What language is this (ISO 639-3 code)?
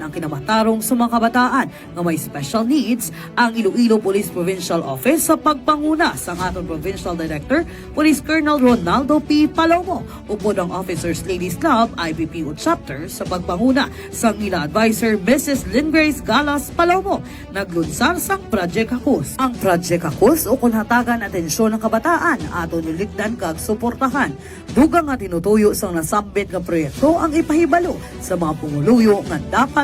hil